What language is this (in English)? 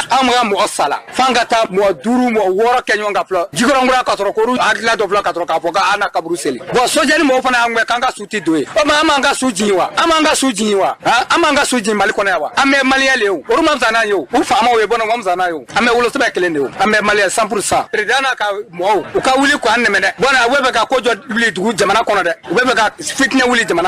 Bambara